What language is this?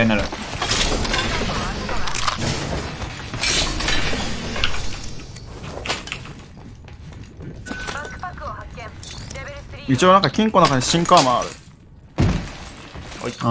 Japanese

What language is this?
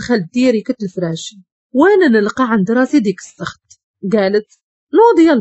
Moroccan Arabic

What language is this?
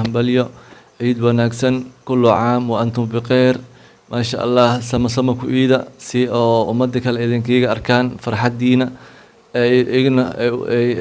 Somali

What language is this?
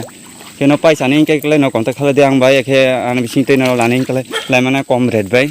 Kok Borok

